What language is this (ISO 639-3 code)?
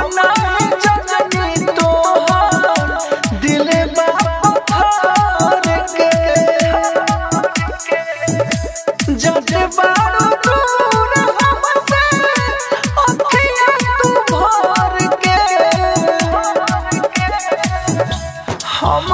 bho